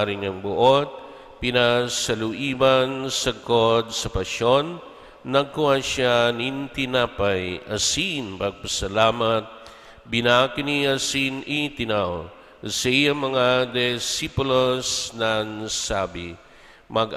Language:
Bikol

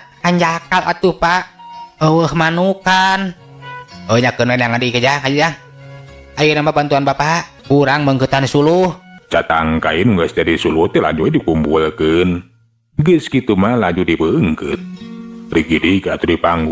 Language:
Sundanese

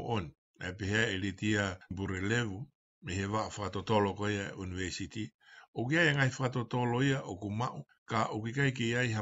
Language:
Tongan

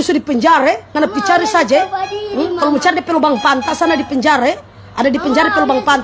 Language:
Manado Malay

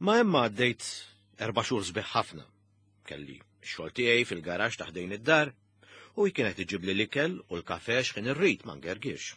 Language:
Maltese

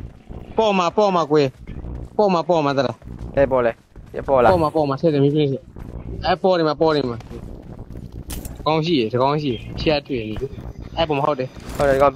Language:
Burmese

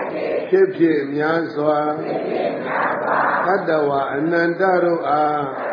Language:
Burmese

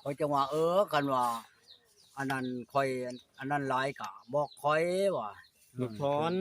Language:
Northeastern Thai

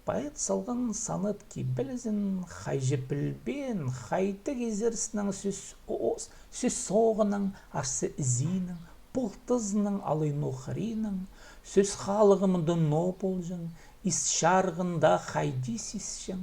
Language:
Khakas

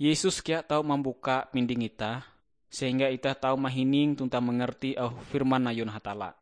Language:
Ngaju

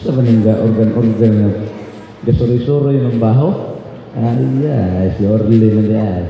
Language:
Cebuano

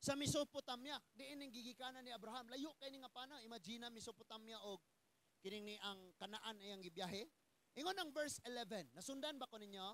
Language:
Cebuano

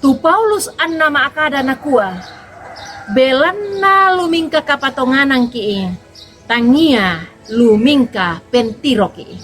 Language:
Toraja-Sa'dan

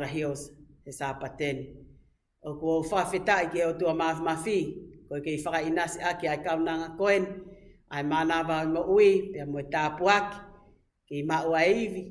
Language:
Tongan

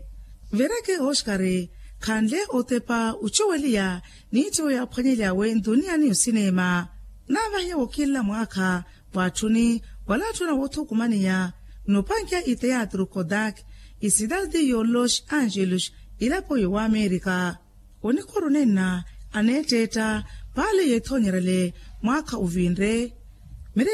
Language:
Makhuwa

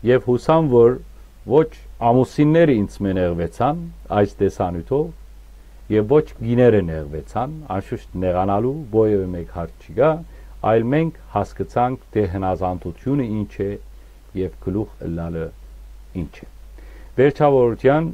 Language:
Western Armenian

